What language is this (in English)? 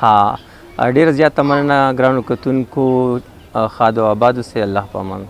Pashto